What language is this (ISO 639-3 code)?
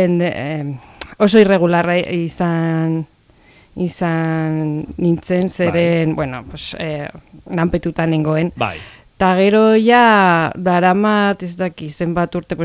eus